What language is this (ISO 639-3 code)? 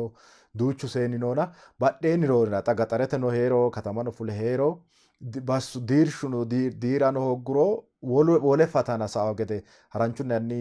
sid